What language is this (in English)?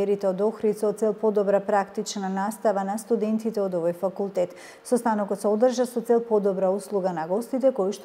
Macedonian